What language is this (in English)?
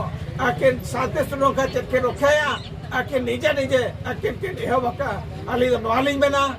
Santali